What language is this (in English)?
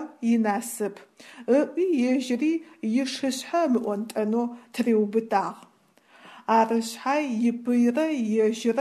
Adyghe